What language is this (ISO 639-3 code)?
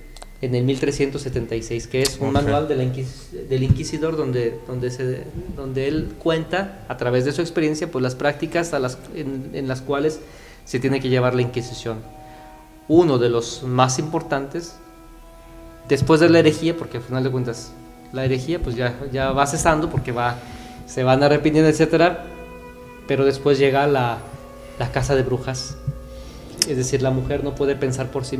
spa